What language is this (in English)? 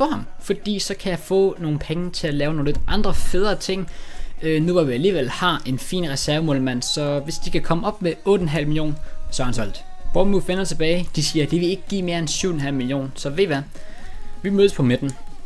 Danish